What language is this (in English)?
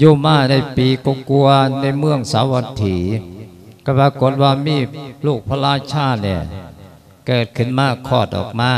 Lao